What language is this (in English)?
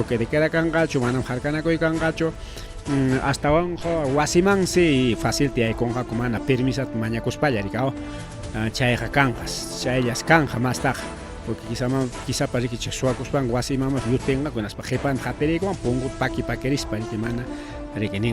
Ayacucho Quechua